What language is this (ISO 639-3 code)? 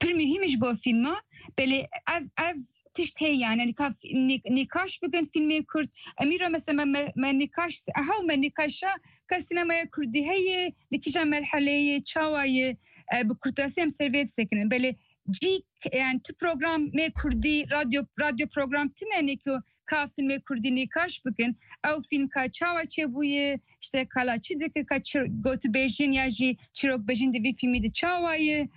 kur